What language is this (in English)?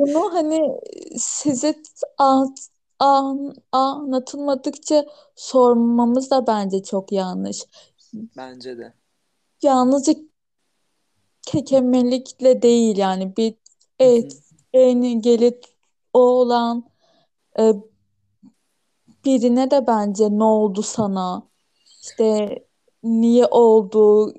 Turkish